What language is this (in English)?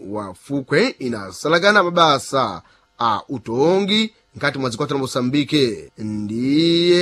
Sena